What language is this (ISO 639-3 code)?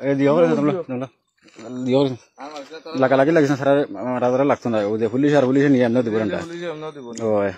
syl